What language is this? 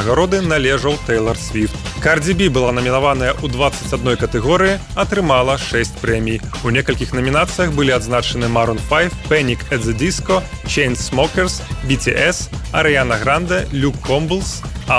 Belarusian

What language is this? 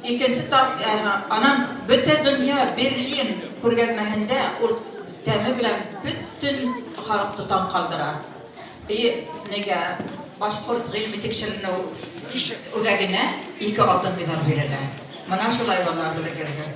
Bashkir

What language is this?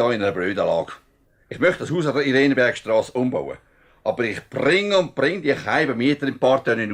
Swiss German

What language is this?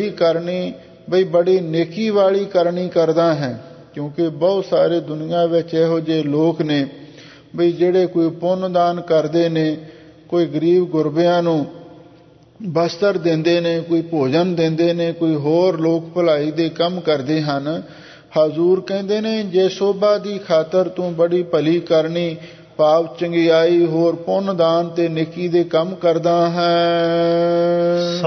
Punjabi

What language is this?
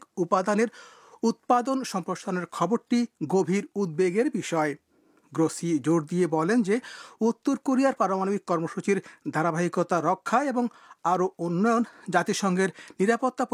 Bangla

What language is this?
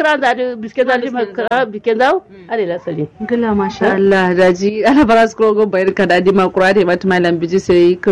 Kanuri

